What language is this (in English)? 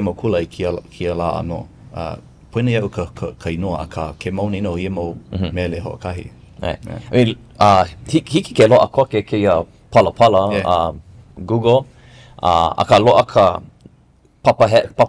Hawaiian